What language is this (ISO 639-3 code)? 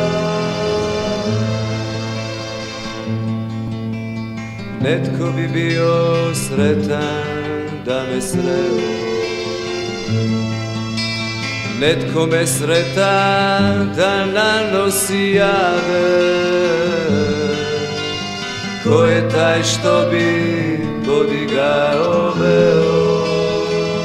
hrv